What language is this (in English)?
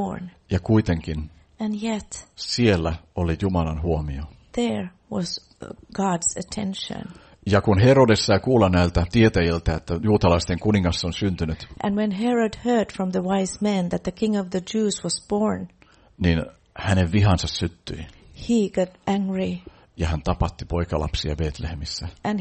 Finnish